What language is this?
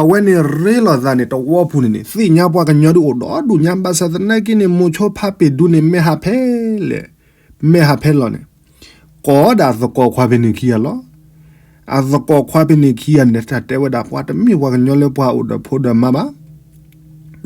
S'gaw Karen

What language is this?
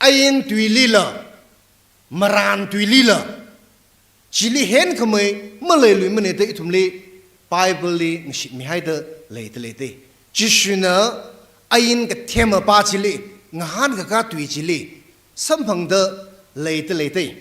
Tangkhul Naga (India)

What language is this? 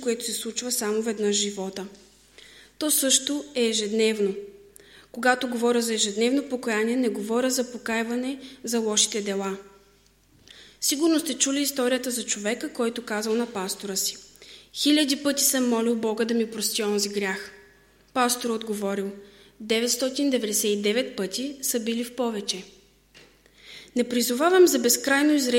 Bulgarian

